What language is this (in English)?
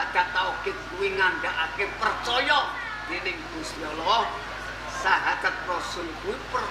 Javanese